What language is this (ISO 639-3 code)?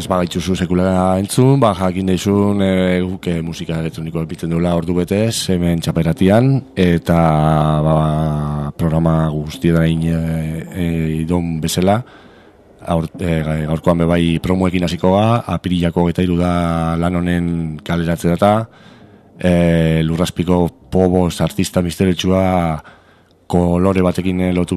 eus